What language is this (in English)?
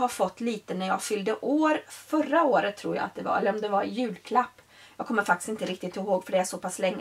Swedish